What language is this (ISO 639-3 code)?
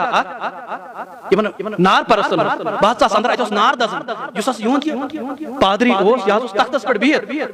kas